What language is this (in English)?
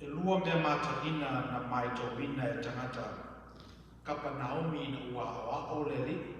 Samoan